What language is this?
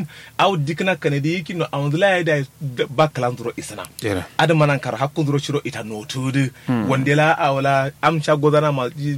Kanuri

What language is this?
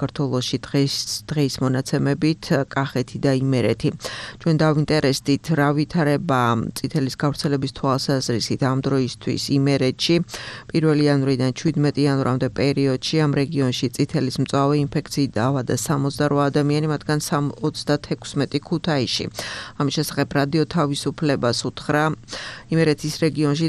Georgian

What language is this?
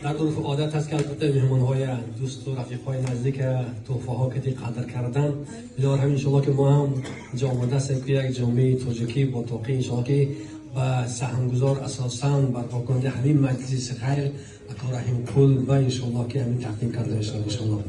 Tajik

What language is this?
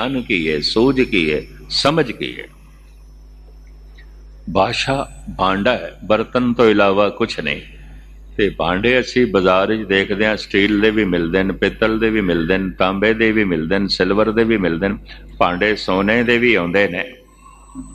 Punjabi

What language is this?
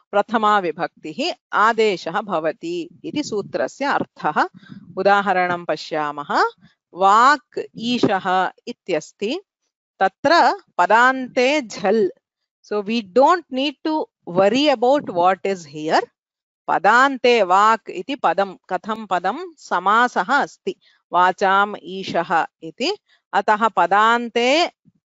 Sanskrit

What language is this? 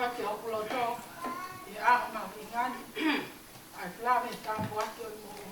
Tongan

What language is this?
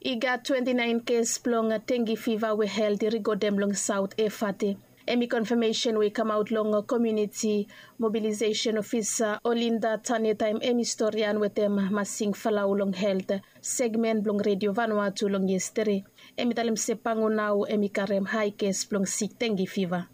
Bislama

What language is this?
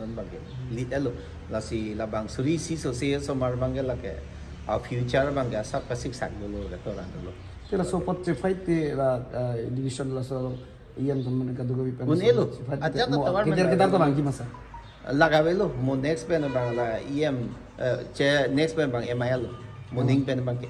Karbi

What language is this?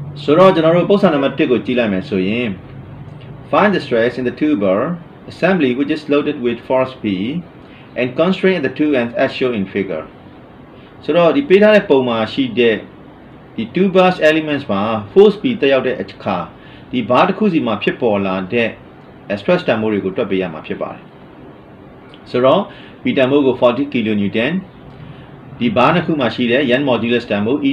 Burmese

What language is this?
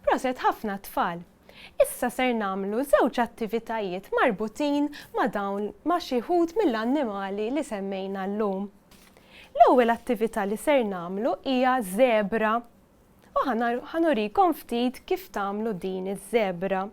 Maltese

